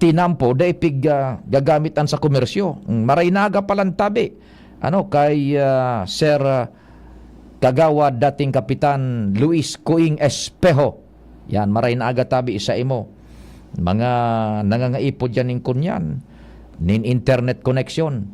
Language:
Bikol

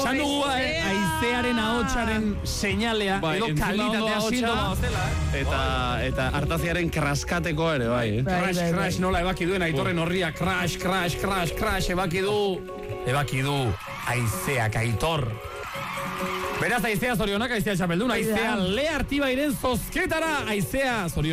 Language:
Basque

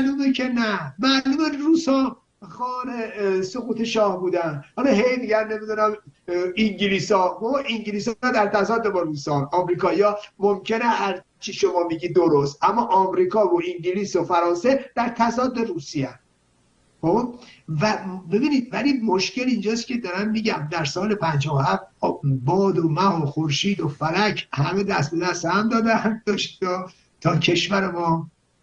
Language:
Persian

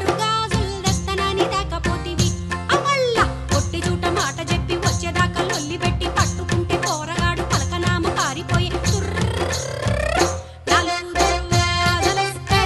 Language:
Telugu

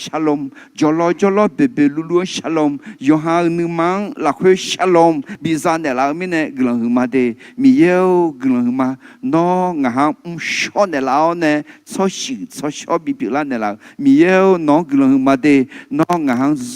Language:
Akha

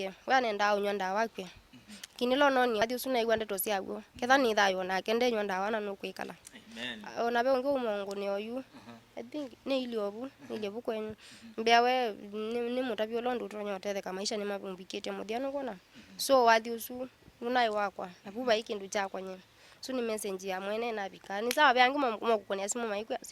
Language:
Kamba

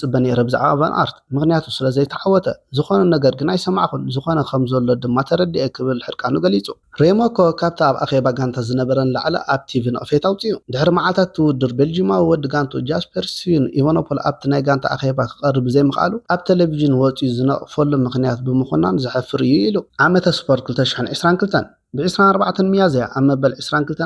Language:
Tigrinya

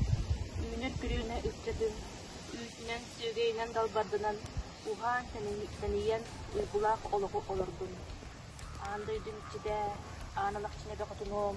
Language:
Yakut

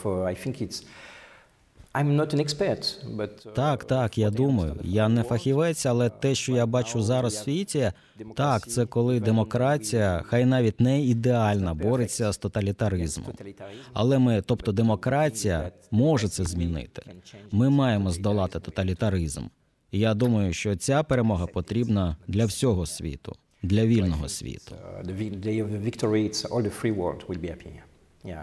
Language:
Ukrainian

